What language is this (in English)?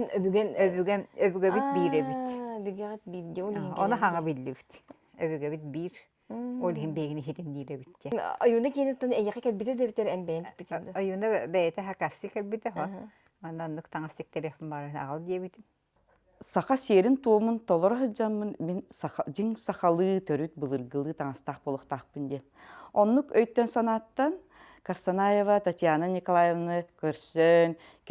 Yakut